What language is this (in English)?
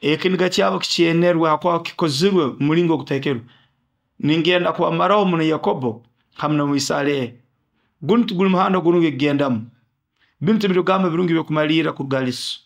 Nyoro